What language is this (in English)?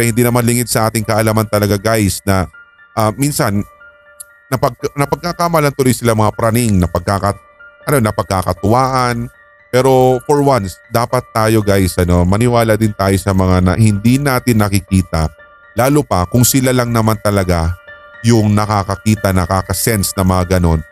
Filipino